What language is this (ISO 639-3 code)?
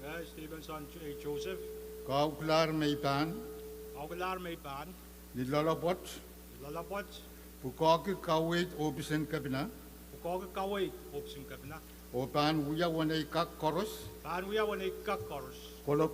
pon